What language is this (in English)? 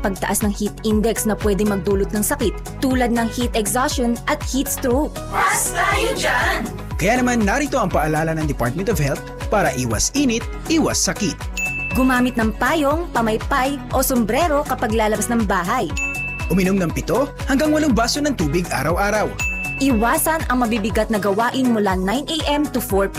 Filipino